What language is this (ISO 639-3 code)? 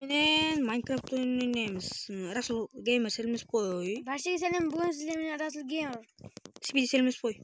kaa